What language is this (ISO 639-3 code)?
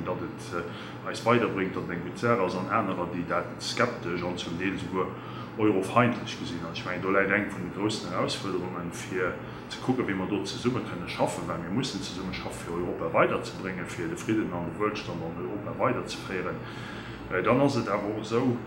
ltz